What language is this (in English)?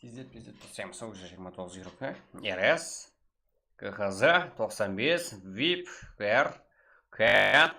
Kara-Kalpak